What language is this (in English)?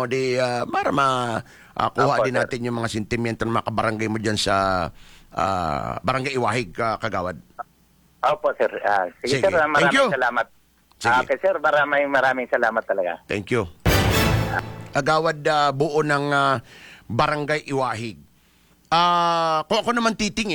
Filipino